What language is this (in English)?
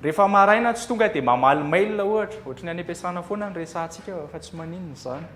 Malagasy